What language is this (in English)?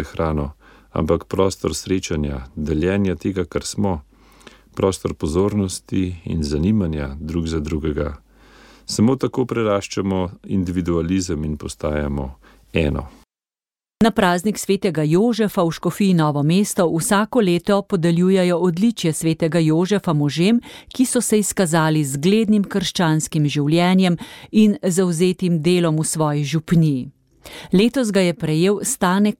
Slovenian